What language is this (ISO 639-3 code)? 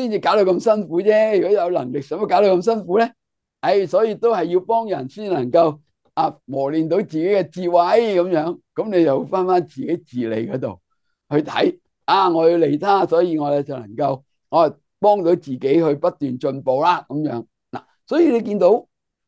yue